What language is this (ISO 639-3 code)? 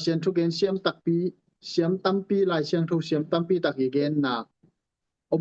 ctd